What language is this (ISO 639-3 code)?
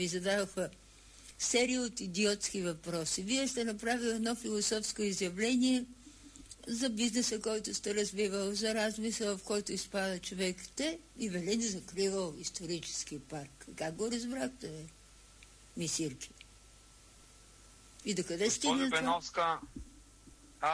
bul